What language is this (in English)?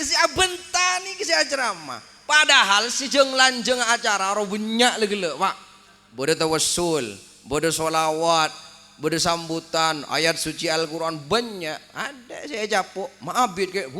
Madurese